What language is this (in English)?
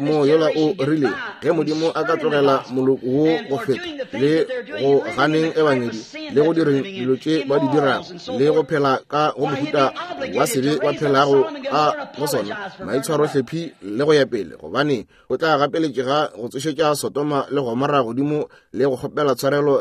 Northern Sotho